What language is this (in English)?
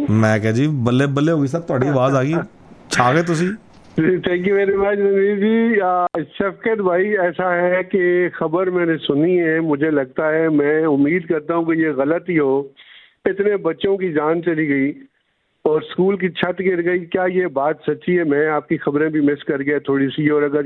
Hindi